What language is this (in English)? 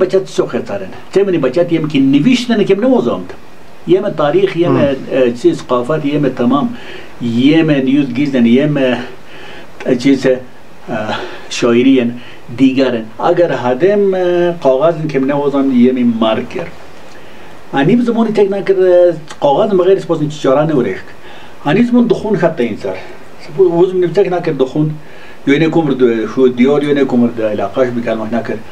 Wakhi